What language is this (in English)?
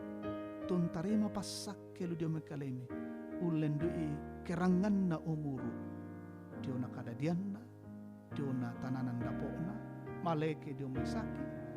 Toraja-Sa'dan